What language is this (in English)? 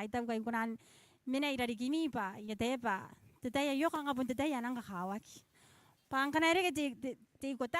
Gilbertese